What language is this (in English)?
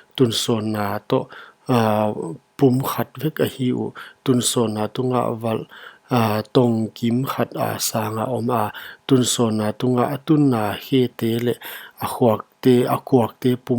Paite Chin